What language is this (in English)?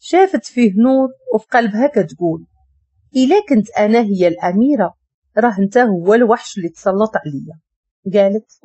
Moroccan Arabic